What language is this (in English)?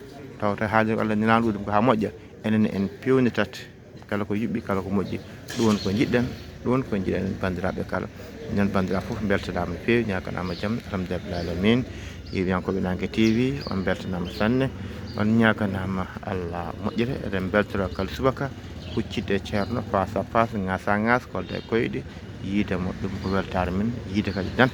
Fula